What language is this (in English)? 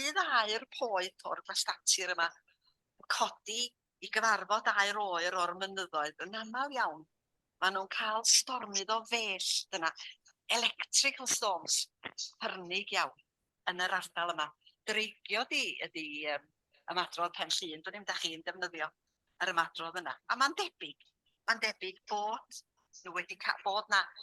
Welsh